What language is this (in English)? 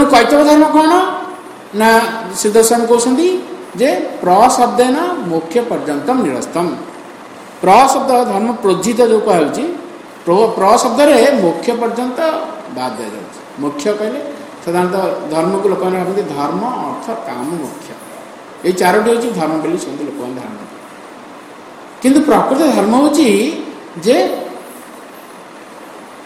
Odia